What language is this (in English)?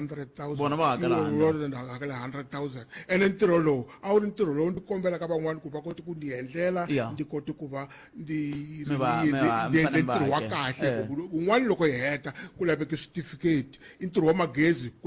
Tsonga